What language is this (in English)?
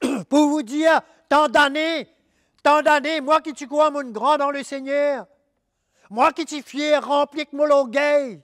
Morisyen